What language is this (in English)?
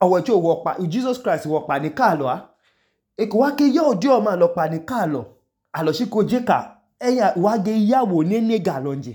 Idoma